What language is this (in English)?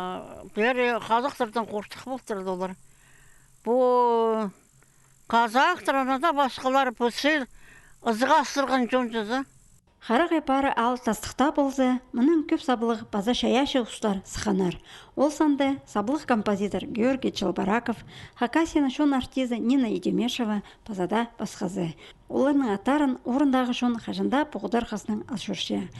Khakas